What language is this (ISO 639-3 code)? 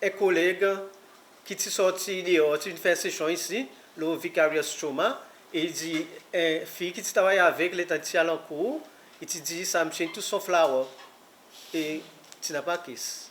crs